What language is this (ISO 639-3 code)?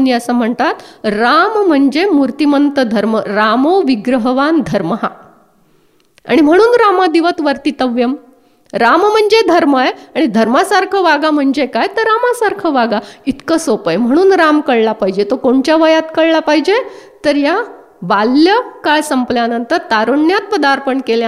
mar